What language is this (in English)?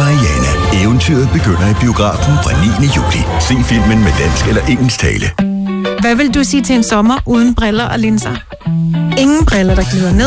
Danish